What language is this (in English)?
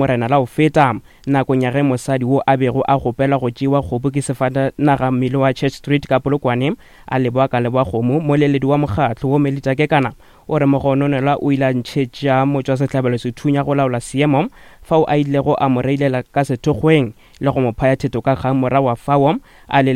Northern Sotho